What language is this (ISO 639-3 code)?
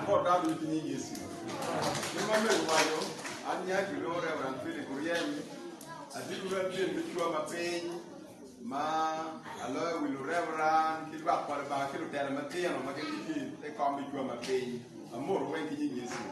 ach